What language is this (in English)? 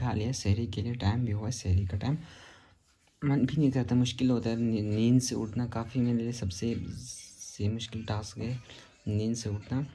Hindi